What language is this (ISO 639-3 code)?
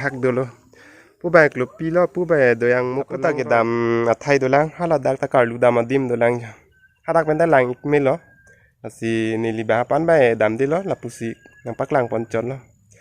mjw